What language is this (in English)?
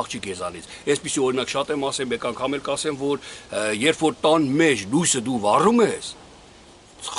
Armenian